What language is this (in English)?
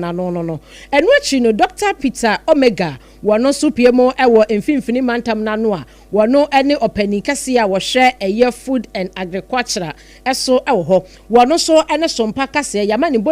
Akan